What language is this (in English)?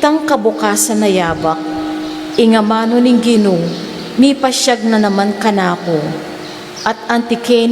Pampanga